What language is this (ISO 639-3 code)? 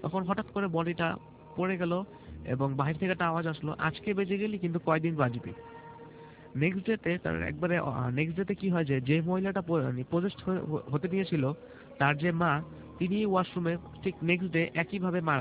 ben